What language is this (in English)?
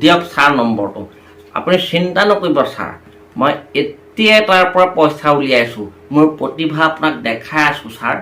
Assamese